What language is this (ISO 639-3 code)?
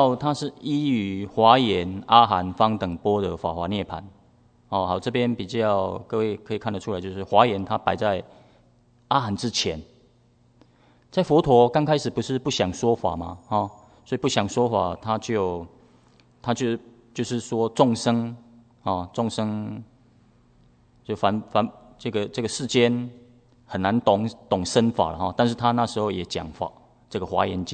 zho